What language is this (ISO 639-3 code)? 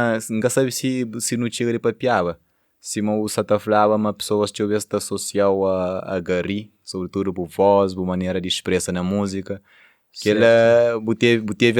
kea